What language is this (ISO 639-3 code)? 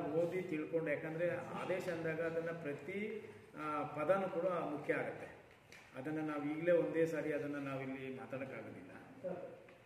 kan